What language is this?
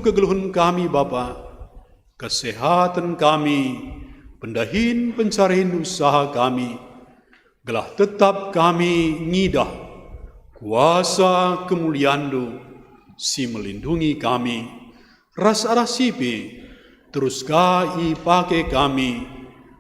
Batak Karo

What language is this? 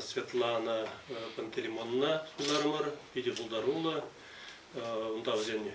Chuvash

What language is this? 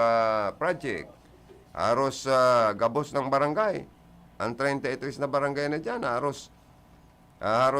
Bikol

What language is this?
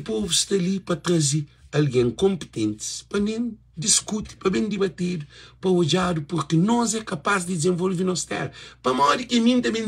Kabuverdianu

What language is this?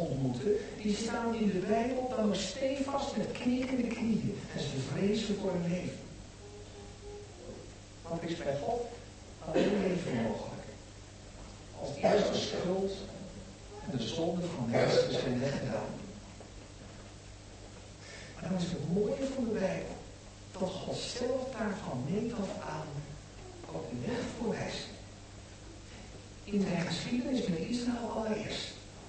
Dutch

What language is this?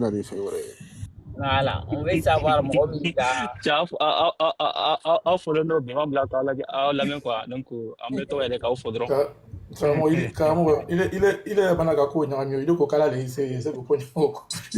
Bambara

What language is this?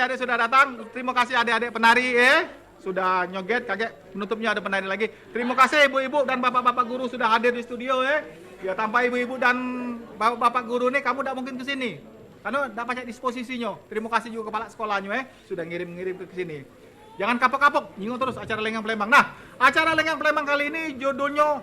Musi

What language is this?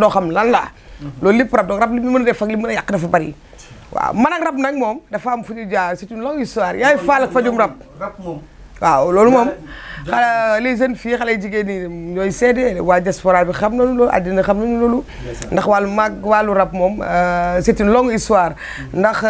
Wolof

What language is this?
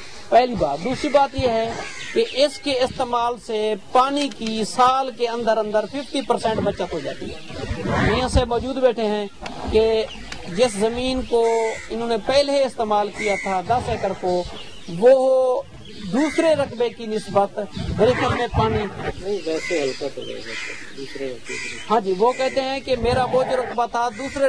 Urdu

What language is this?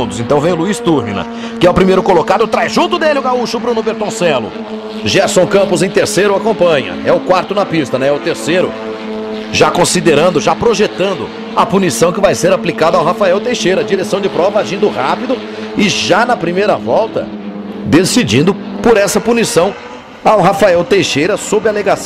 Portuguese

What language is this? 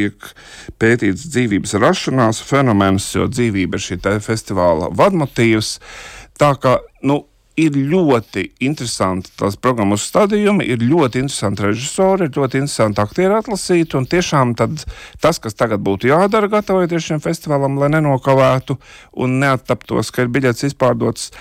Latvian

